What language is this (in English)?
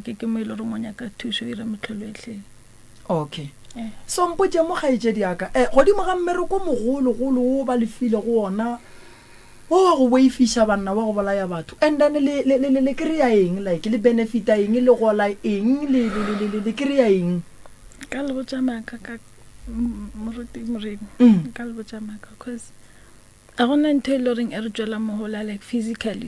Northern Sotho